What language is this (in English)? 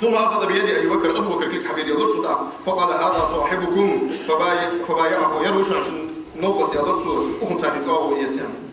Ingush